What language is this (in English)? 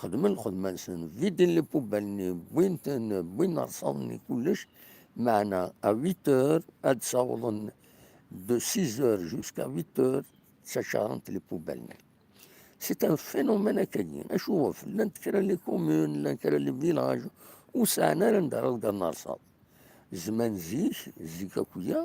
Kabyle